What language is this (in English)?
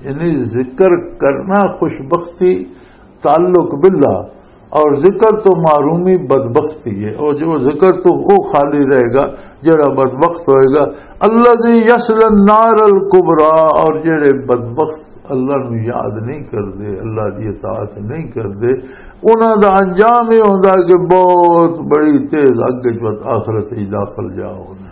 Western Panjabi